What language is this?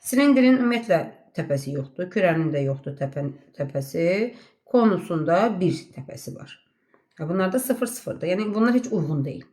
Azerbaijani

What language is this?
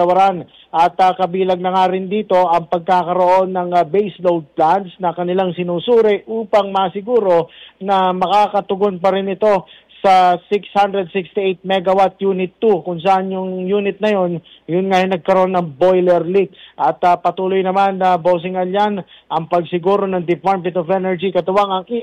Filipino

